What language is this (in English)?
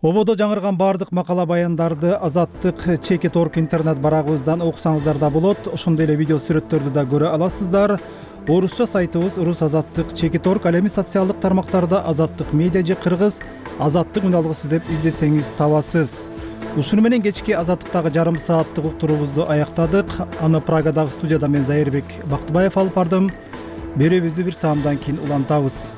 Kyrgyz